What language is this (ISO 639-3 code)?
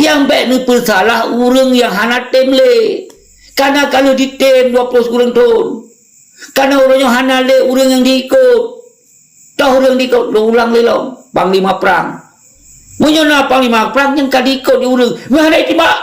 ace